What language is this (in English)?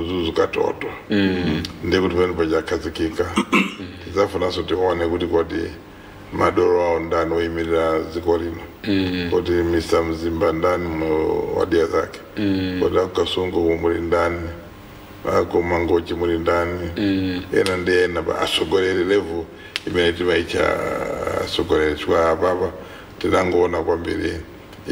Nyanja